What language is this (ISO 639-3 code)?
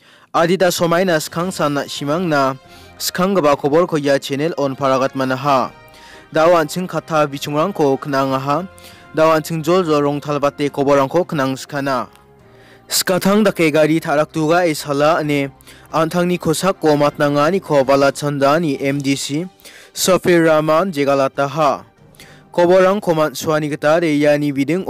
grt